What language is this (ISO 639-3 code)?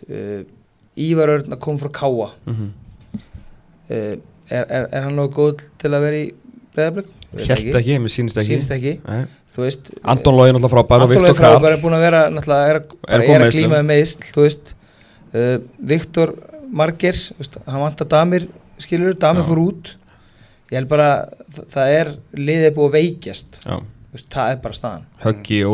isl